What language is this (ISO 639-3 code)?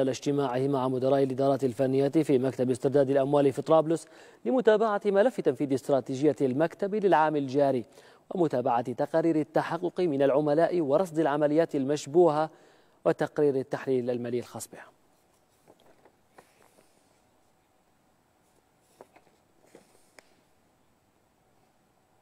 ara